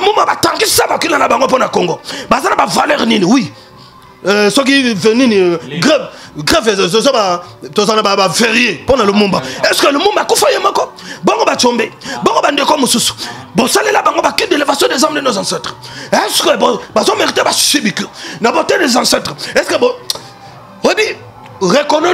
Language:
Lingala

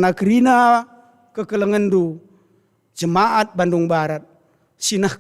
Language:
Batak Karo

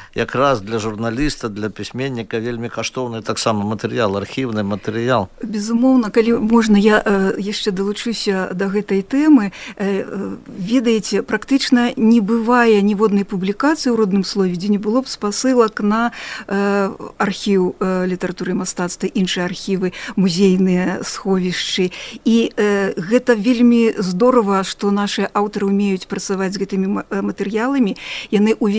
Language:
Belarusian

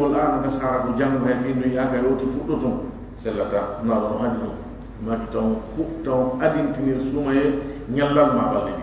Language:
Fula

